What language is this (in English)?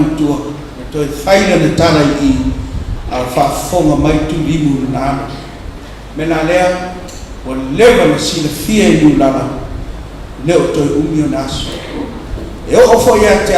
Samoan